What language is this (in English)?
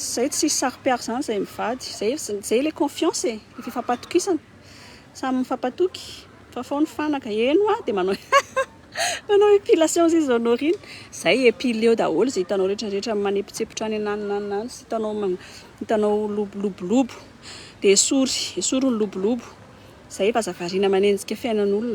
Malagasy